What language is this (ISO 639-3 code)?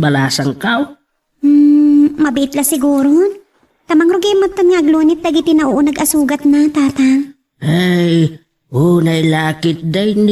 ilo